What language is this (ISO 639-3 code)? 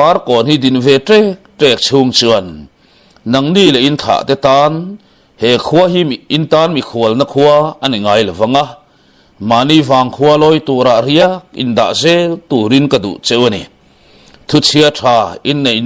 lus